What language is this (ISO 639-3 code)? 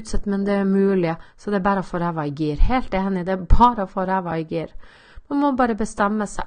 nor